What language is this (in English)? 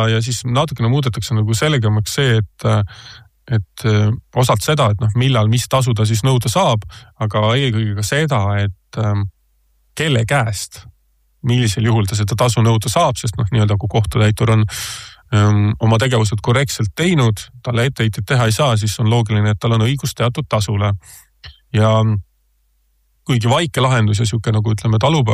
Estonian